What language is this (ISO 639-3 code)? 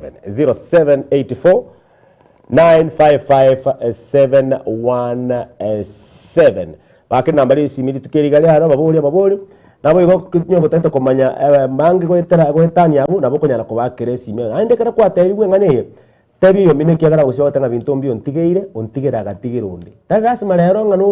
guz